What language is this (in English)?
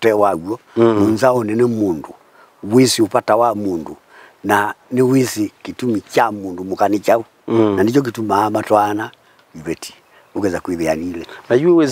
Kamba